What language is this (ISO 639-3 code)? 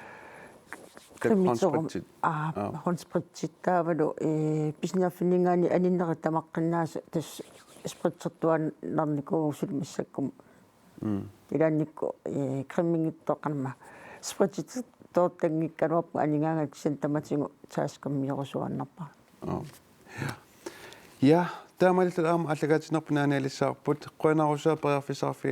kal